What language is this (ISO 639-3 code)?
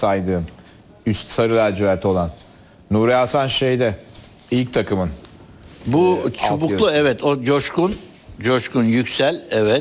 tur